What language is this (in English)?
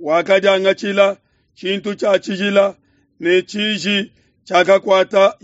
Luba-Lulua